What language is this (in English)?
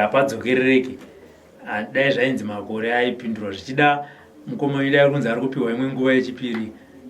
Shona